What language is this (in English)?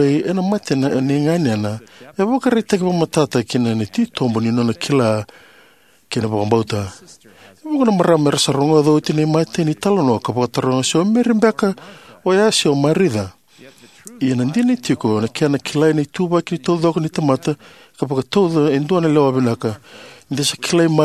Fijian